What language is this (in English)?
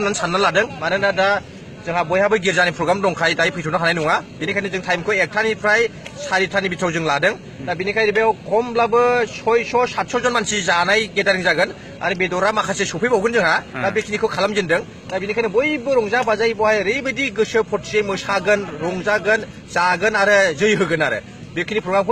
Bodo